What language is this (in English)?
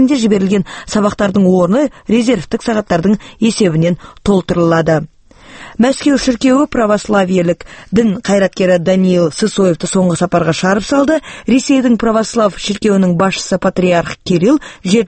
Kazakh